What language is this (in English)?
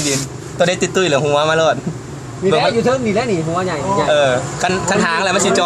Lao